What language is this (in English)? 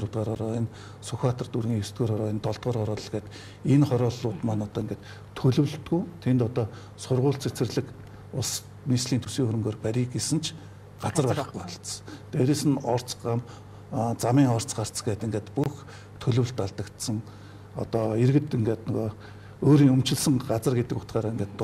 Mongolian